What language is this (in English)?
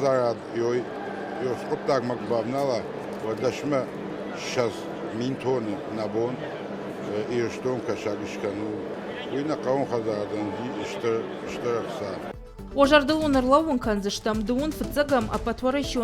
Ossetic